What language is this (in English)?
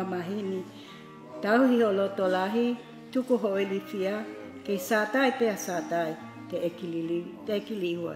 Tongan